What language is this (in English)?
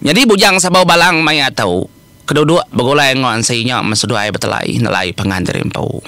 Iban